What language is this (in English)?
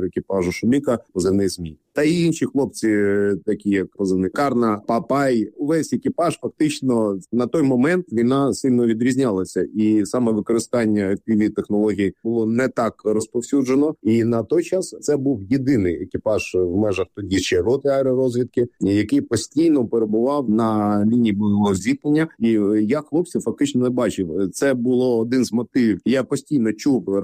Ukrainian